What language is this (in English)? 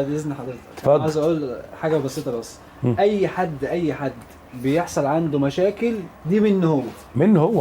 Egyptian Arabic